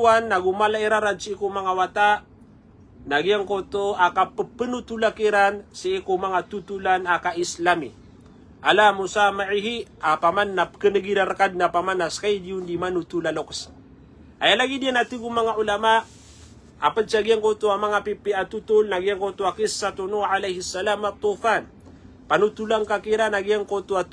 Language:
Maranao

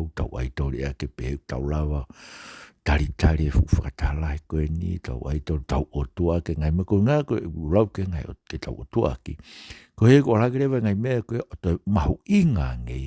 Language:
Tongan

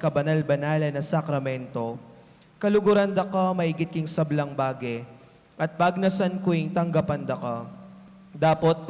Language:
Pampanga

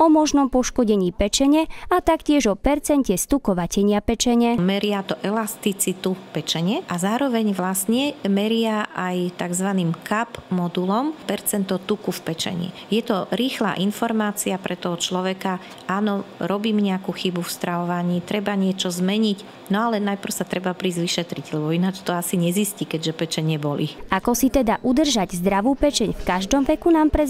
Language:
Slovak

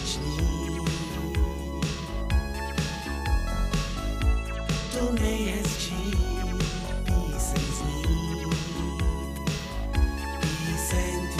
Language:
Czech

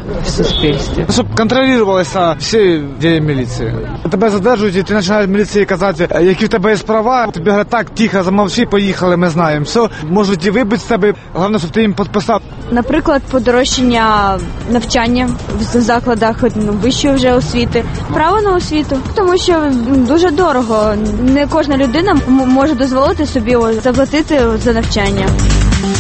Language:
Ukrainian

